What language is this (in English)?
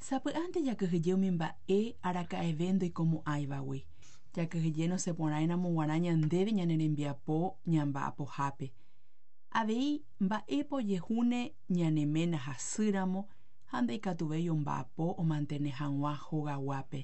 Guarani